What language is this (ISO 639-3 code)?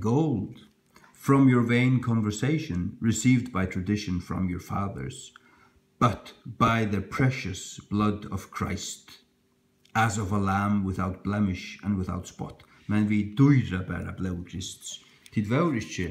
fao